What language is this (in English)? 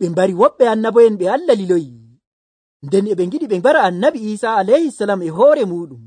Nigerian Fulfulde